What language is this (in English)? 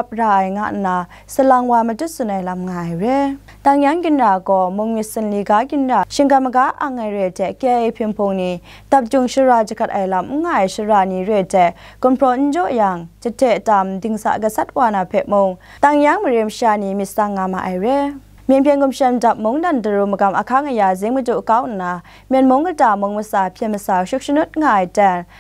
Kachin